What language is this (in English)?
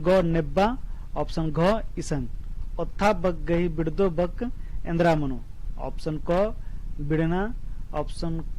Kurukh